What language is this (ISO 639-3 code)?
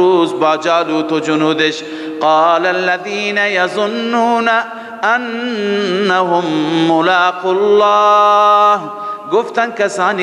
fas